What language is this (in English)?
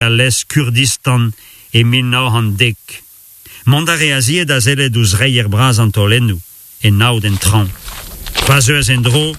Breton